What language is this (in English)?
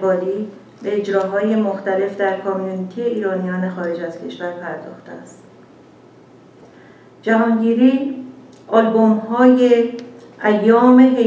Persian